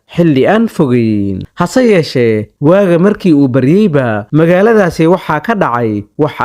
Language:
Somali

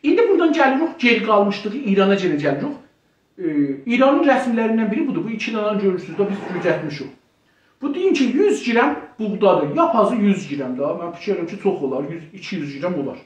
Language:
South Azerbaijani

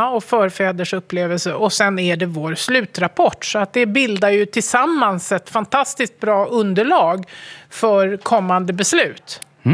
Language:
Swedish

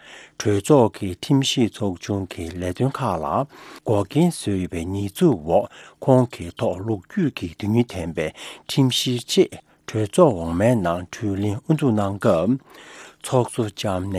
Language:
Tibetan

